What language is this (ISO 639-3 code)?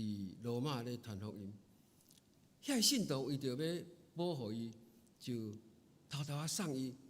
nan